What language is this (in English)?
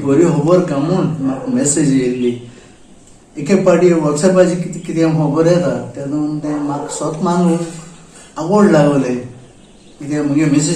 Konkani